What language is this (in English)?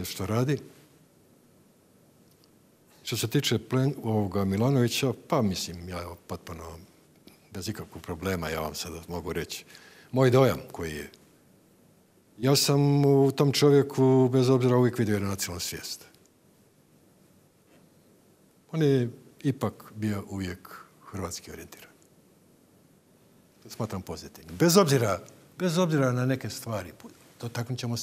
Croatian